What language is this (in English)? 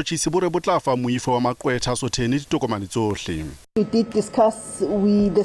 Southern Sotho